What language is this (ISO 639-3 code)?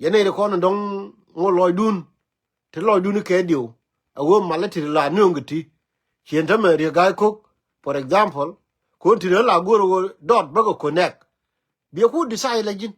nus